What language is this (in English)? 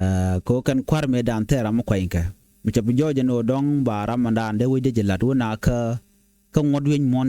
Nuer